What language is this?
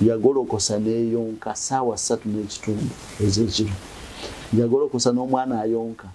Ganda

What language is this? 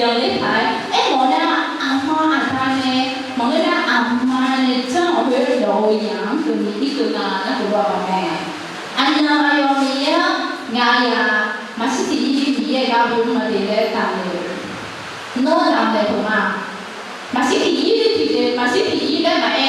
Akha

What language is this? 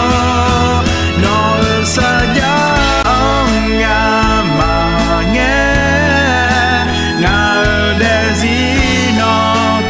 Akha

